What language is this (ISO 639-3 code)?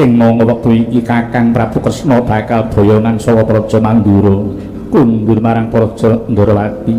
jav